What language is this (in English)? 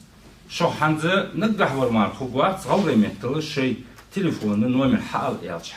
Ingush